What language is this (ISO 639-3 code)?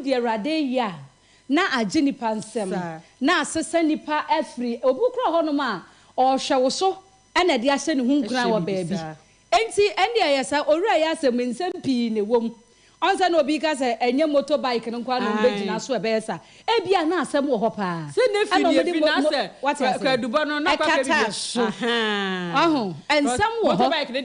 aka